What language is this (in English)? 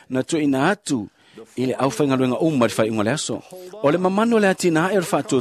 Samoan